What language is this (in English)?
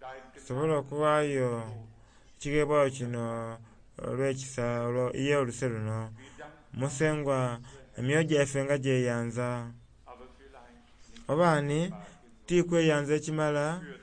Soga